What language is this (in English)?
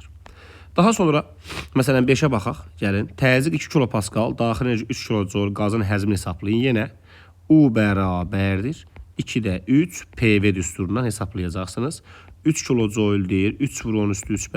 Azerbaijani